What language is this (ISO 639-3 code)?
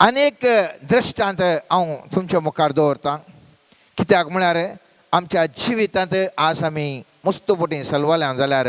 kok